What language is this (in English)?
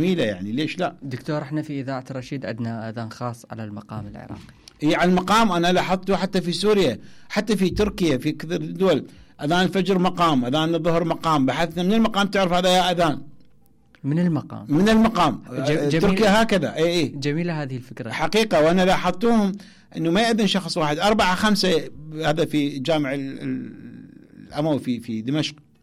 Mesopotamian Arabic